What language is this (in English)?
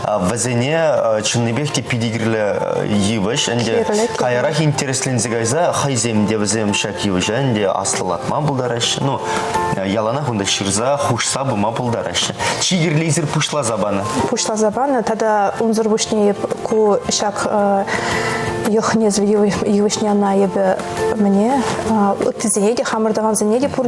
Chuvash